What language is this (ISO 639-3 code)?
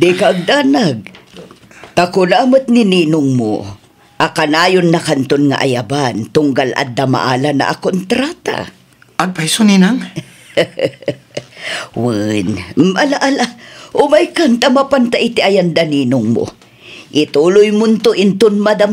ilo